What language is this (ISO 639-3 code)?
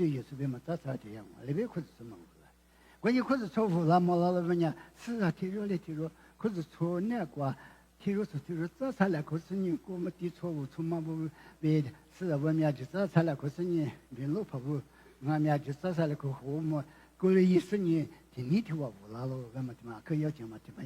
lis